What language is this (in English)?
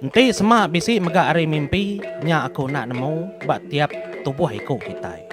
Iban